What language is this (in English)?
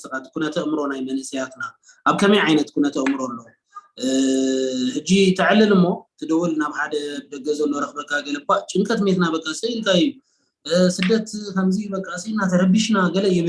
Tigrinya